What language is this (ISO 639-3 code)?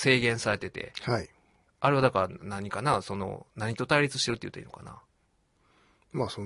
jpn